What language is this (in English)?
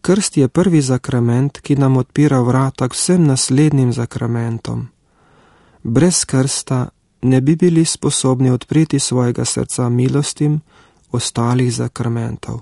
Slovenian